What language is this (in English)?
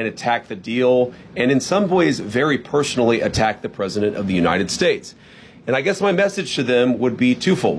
English